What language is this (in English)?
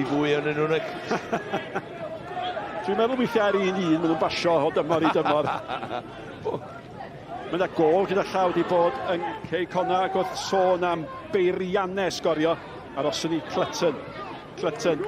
Welsh